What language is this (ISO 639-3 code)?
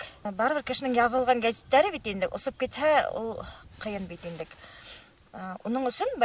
bak